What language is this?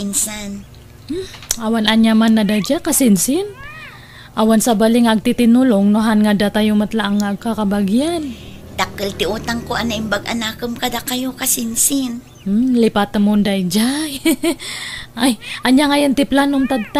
Iloko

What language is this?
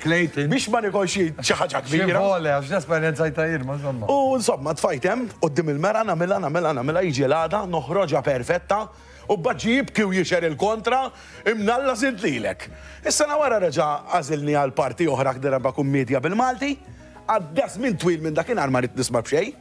Maltese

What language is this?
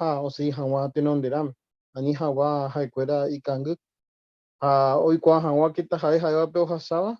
Guarani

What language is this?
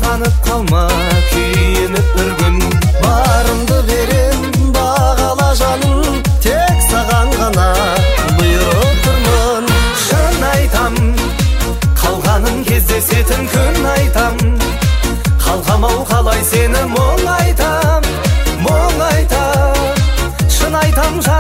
Kazakh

